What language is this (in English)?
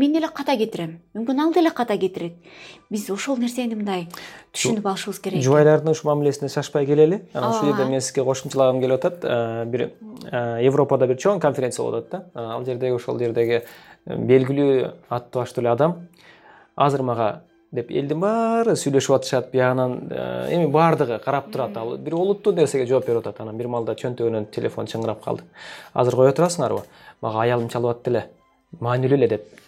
Kyrgyz